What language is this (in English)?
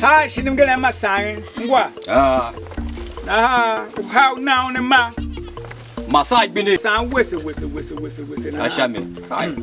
Tiv